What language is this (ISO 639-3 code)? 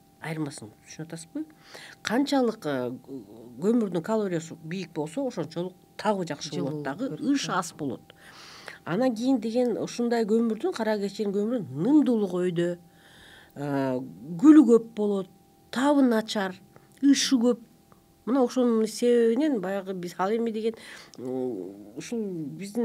kir